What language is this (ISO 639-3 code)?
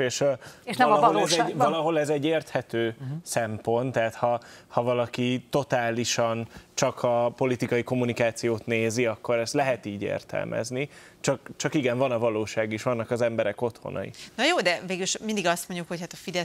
hun